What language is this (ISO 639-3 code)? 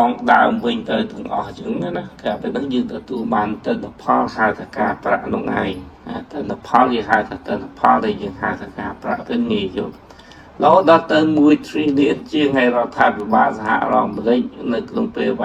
khm